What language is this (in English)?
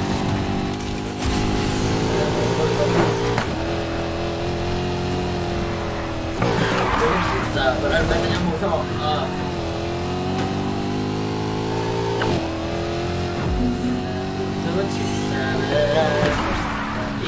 Malay